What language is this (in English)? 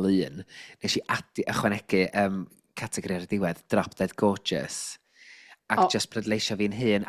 Welsh